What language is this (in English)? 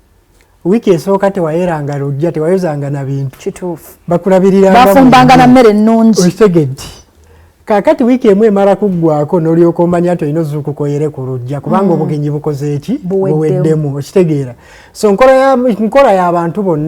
Ganda